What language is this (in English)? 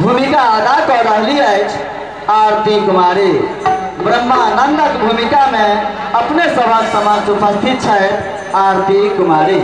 Maithili